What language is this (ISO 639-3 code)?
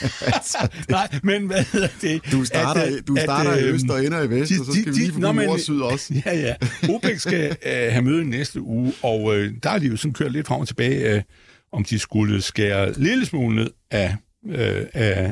dan